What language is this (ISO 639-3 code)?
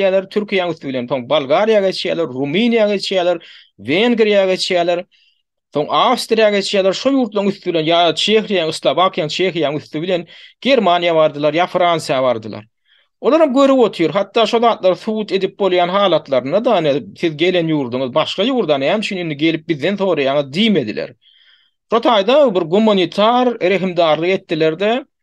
tuk